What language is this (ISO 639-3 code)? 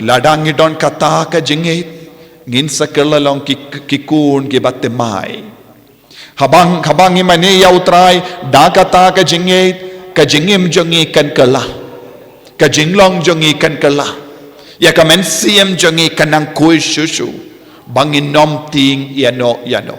kha